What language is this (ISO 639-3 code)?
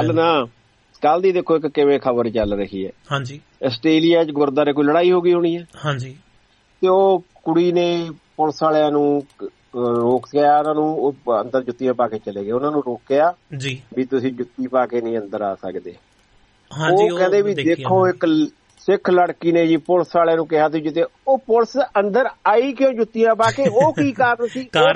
pan